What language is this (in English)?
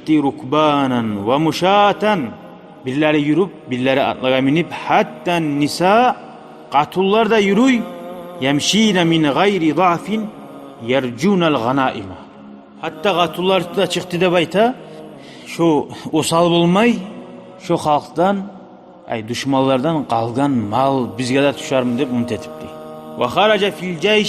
Kumyk